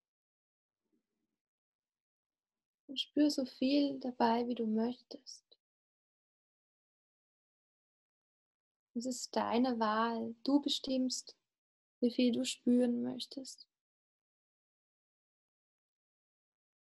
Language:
German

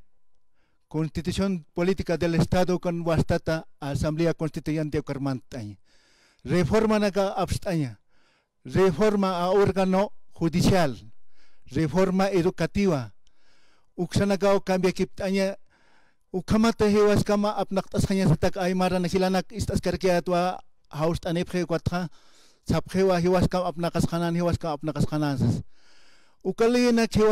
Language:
Aymara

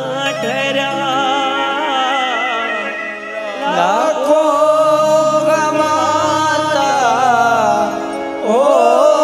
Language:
Gujarati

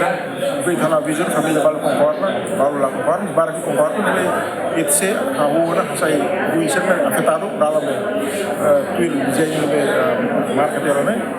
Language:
Tetum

